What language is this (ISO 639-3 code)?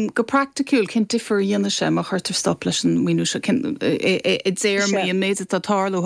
gle